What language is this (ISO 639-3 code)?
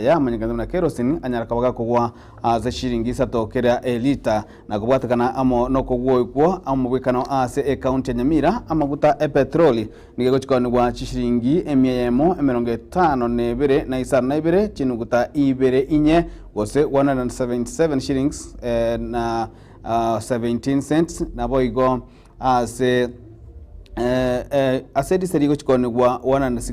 guz